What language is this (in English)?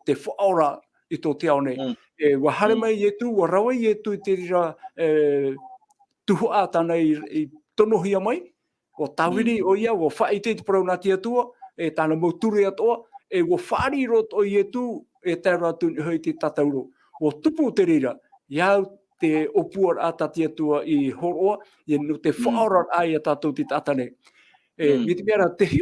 Tahitian